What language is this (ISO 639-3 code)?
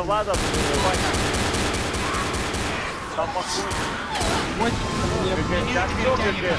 rus